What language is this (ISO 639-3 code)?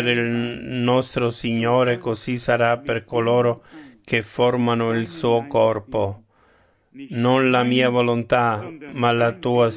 ita